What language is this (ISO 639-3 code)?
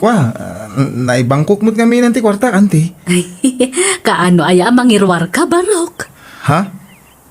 ilo